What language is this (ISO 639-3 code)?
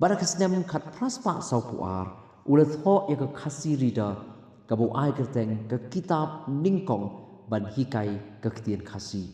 kha